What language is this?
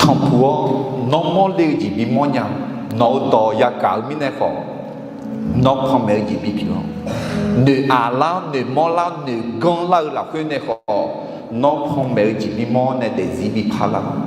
Akha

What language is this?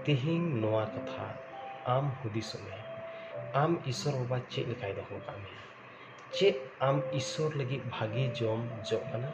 Santali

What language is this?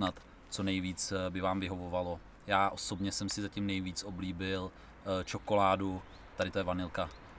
Czech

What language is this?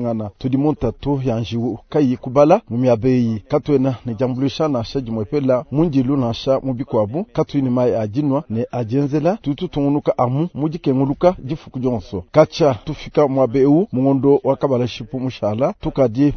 Luba-Lulua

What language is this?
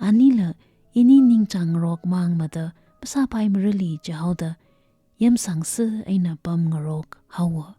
Tangkhul Naga (India)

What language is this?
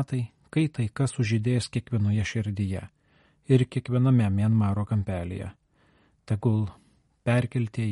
Lithuanian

